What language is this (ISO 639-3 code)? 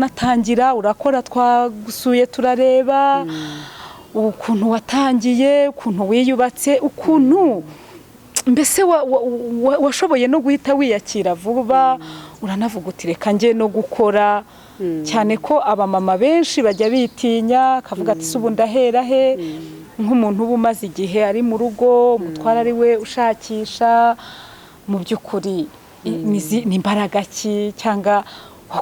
kin